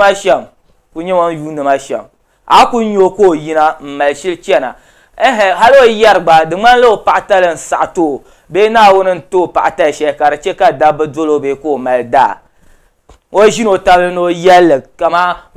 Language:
Dagbani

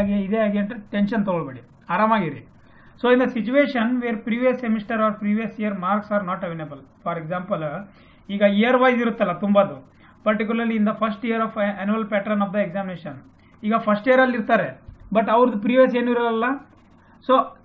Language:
Kannada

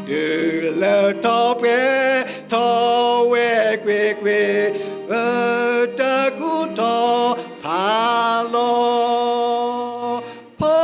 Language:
S'gaw Karen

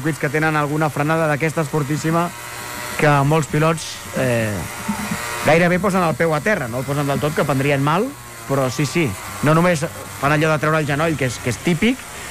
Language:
Catalan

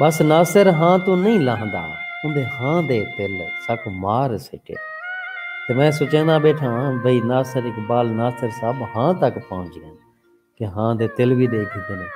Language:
Saraiki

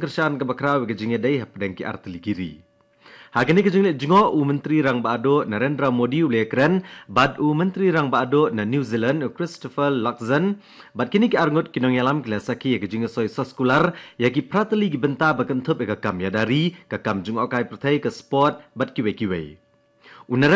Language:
Khasi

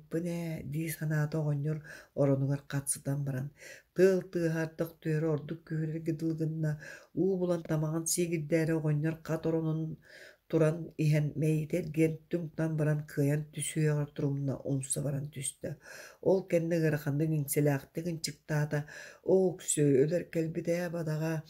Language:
Yakut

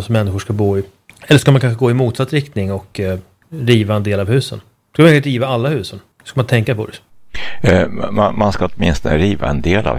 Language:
Swedish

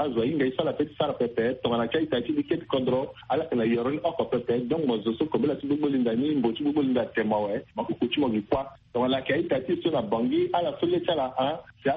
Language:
Sango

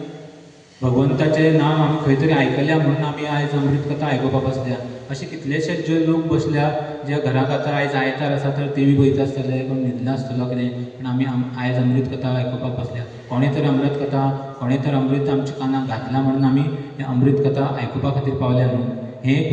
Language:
Konkani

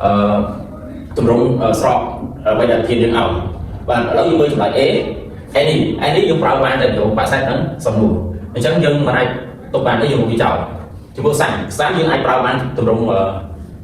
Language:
Khmer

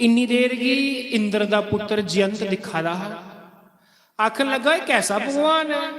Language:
Dogri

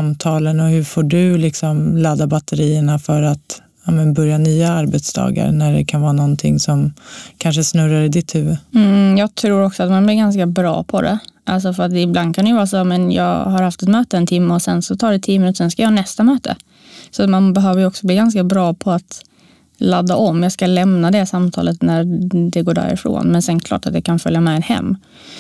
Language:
Swedish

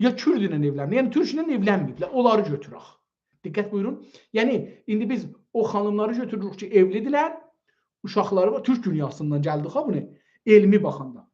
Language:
South Azerbaijani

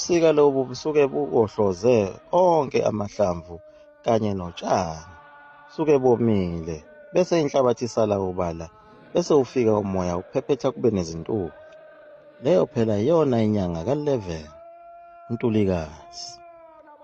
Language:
Zulu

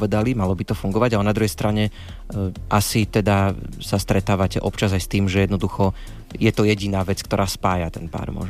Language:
Slovak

